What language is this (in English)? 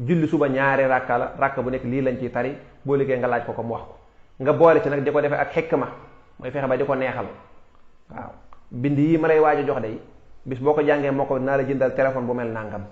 Wolof